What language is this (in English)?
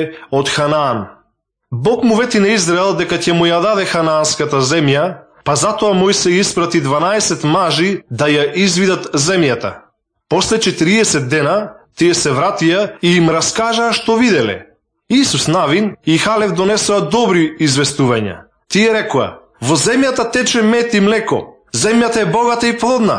Macedonian